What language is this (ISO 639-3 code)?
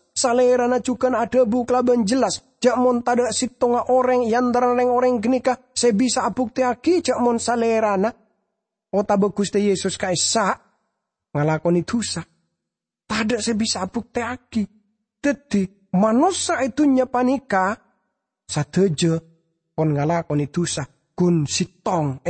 mad